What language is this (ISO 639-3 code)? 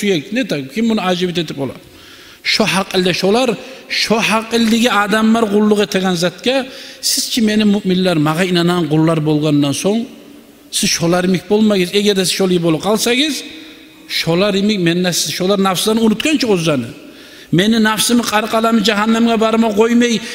kum